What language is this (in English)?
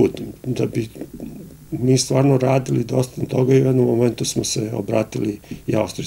Serbian